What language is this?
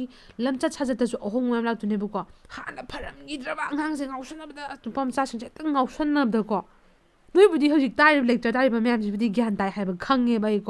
Manipuri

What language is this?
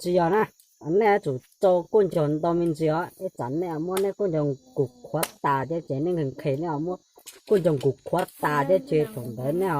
Hmong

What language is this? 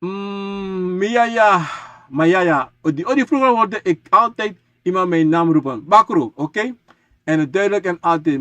Sranan Tongo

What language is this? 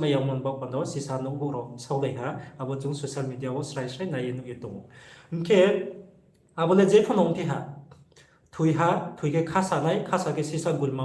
Riang (India)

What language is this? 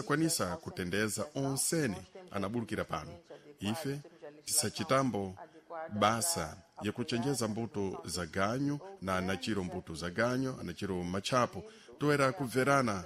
Sena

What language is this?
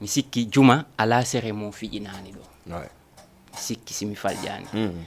Fula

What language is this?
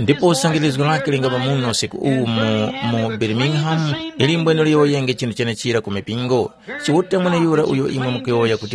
Tumbuka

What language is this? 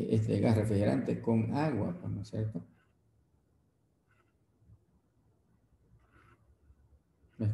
Spanish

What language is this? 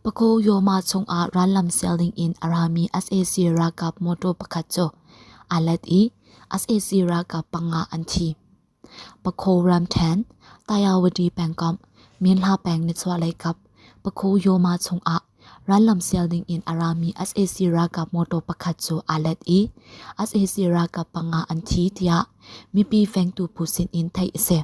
Hakha Chin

